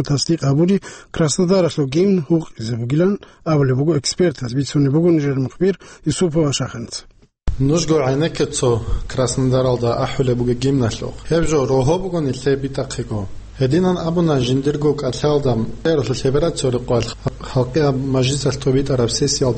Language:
Avaric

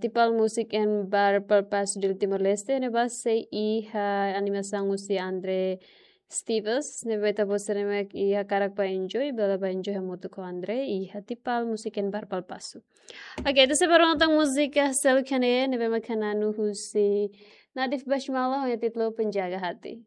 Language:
Tetum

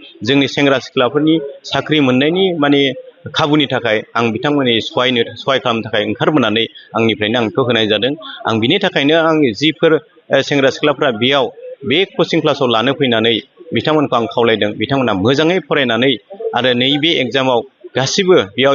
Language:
Bodo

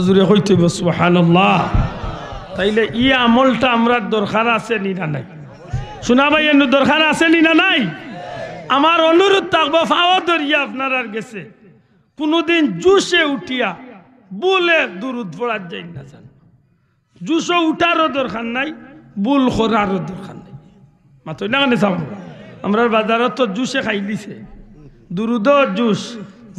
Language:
Sylheti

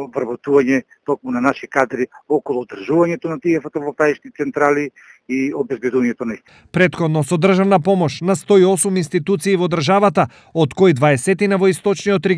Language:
Macedonian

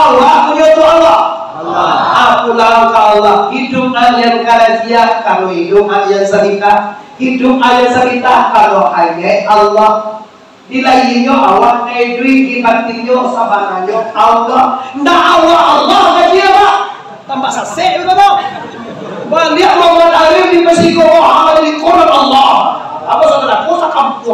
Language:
Minangkabau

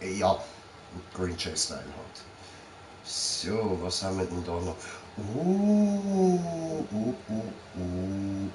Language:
Swiss German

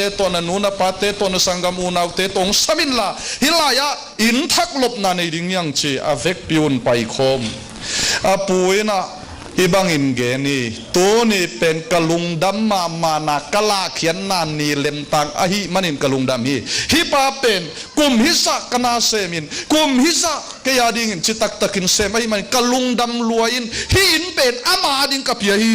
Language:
Tedim Chin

